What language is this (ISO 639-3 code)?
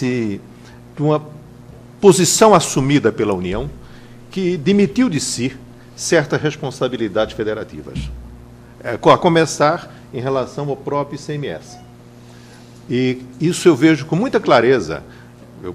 por